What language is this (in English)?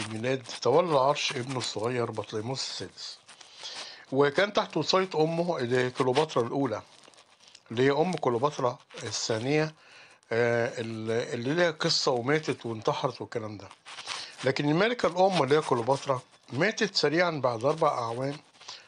Egyptian Arabic